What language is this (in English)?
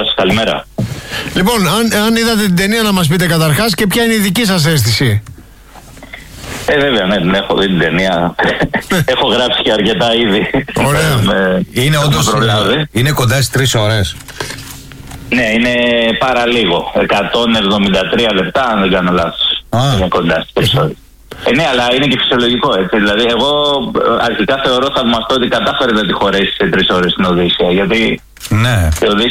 Greek